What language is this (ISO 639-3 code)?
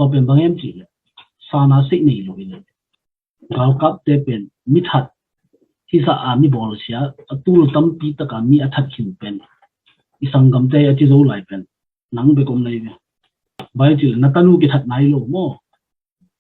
ctd